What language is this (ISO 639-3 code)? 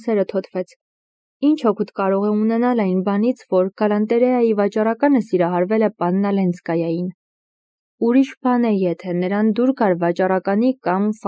hye